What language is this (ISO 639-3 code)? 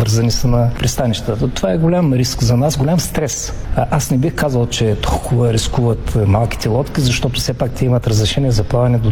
bul